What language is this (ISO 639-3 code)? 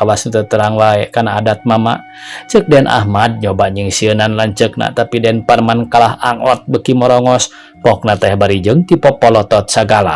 sun